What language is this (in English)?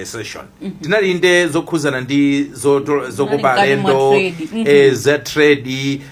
Nyanja